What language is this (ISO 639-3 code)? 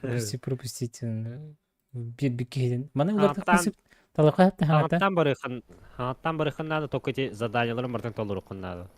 sah